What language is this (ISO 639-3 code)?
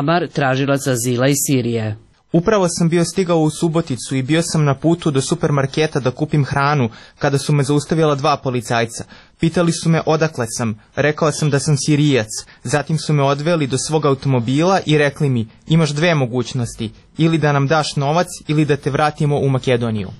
srp